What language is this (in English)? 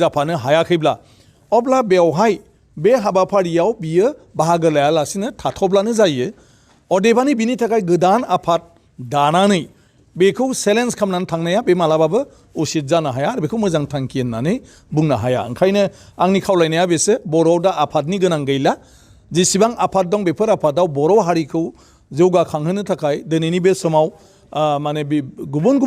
Bodo